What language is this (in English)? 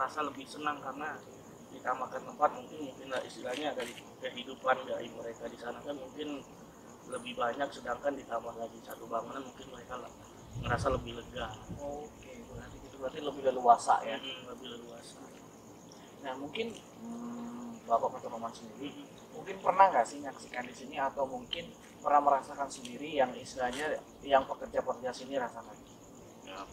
Indonesian